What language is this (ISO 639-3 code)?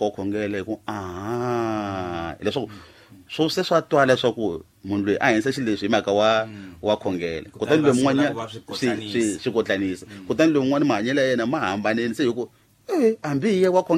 tso